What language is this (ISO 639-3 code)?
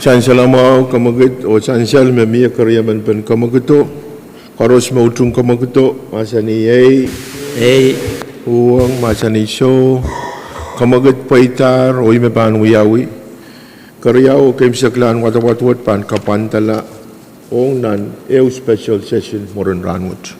pon